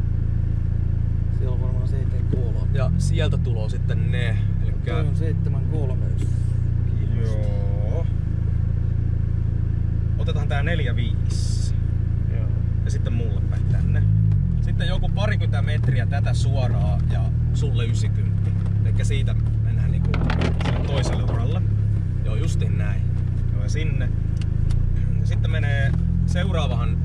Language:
Finnish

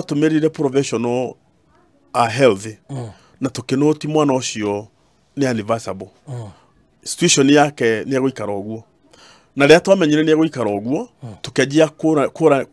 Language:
Kikuyu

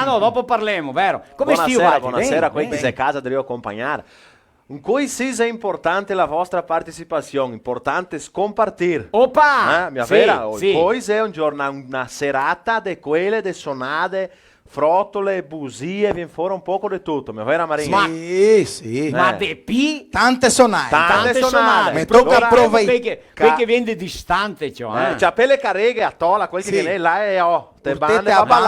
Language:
Venetian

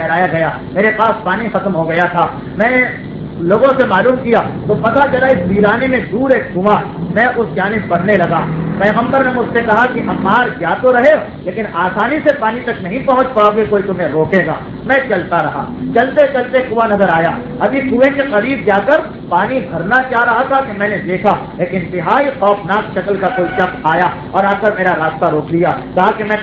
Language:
Urdu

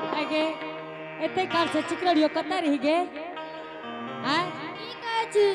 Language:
Angika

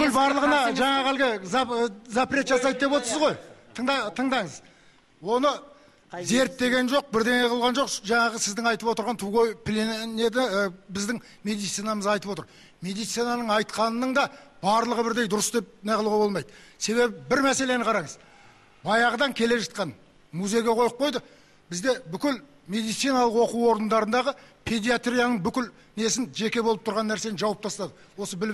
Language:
Kazakh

